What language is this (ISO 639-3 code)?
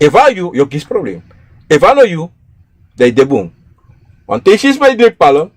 srn